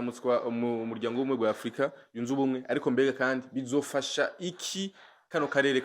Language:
Rundi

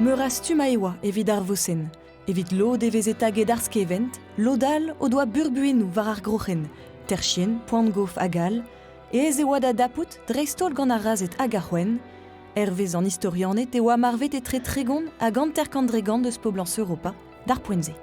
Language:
Breton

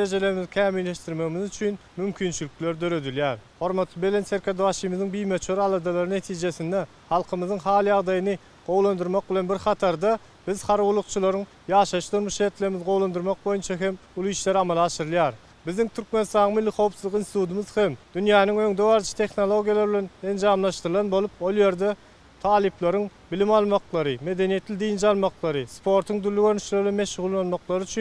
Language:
Turkmen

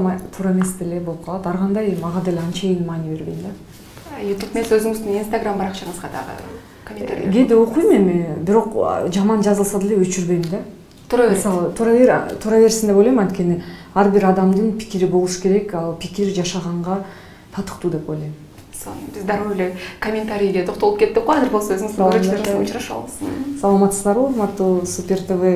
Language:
Kyrgyz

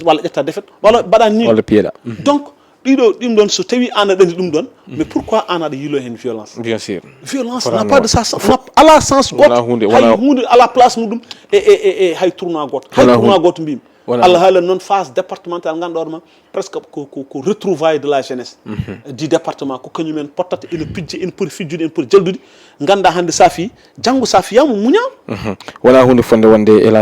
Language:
Fula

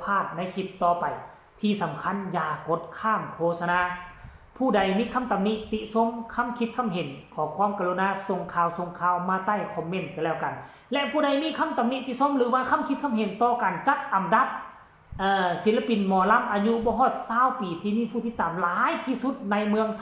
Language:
Northeastern Thai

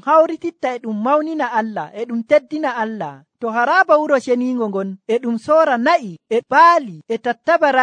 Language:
Nigerian Fulfulde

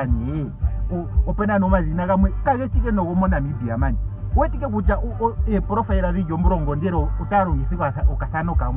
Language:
Ndonga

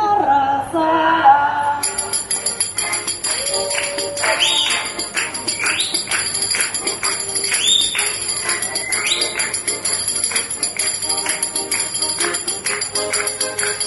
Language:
Basque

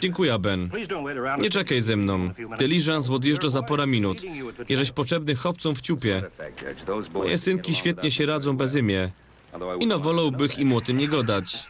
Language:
Silesian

